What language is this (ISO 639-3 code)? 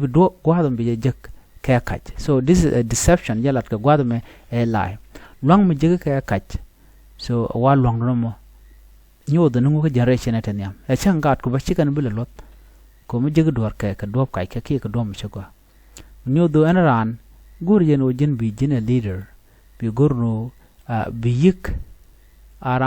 nus